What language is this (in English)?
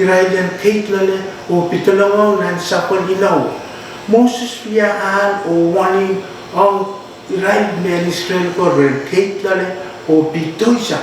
Pohnpeian